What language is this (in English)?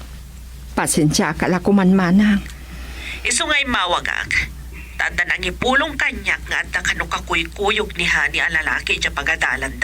Iloko